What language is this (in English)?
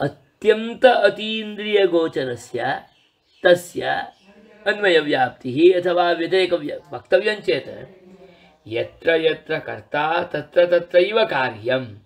Sanskrit